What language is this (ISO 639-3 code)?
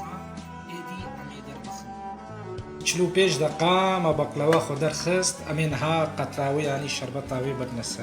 kur